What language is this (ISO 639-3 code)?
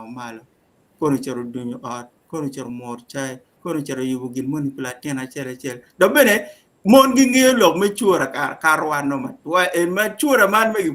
ach